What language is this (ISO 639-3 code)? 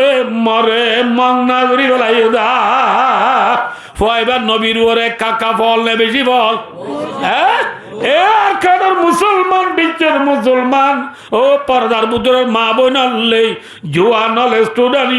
rhg